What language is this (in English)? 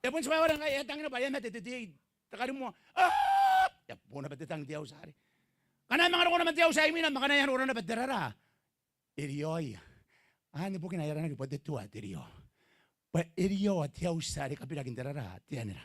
Gilbertese